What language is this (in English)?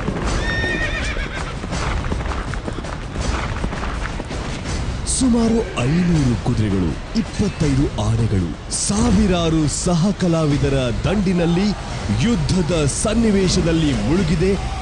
Kannada